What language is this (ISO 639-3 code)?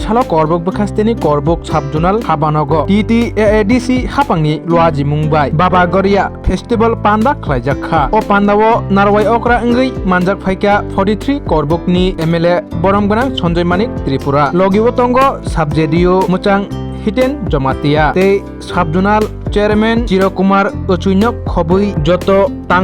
trp